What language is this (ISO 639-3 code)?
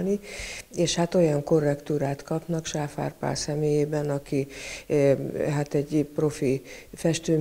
hun